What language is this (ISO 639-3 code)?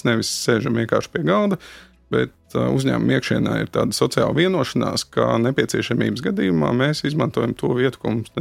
lav